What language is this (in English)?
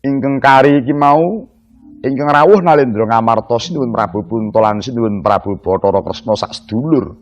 Javanese